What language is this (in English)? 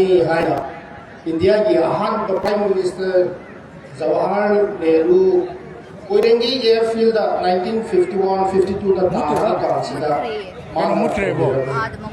Manipuri